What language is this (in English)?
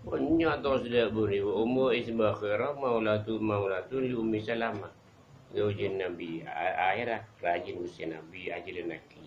Madurese